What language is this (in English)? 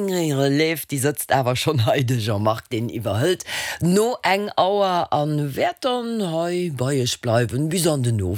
Luxembourgish